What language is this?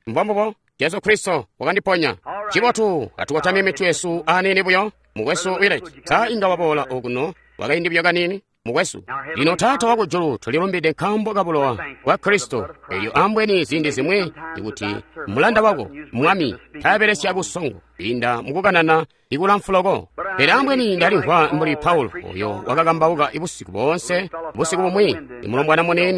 Tonga (Zambia)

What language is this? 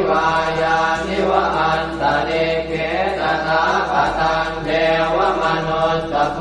Pali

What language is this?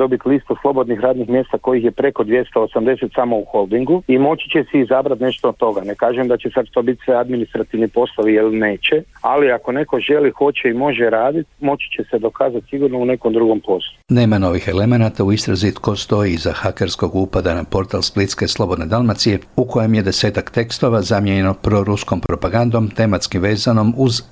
Croatian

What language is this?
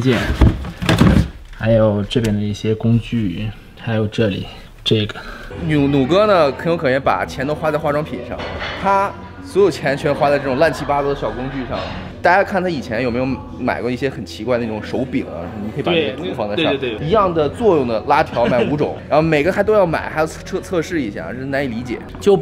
Chinese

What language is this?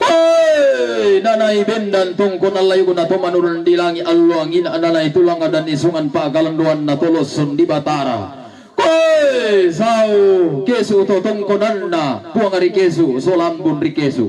Toraja-Sa'dan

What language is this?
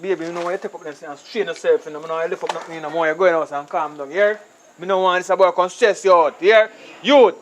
Jamaican Creole English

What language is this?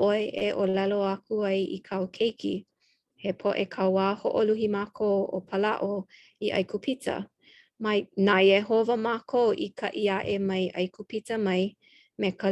Hawaiian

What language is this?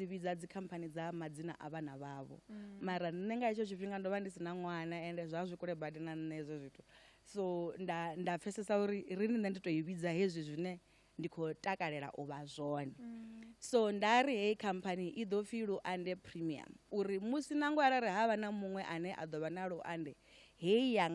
Venda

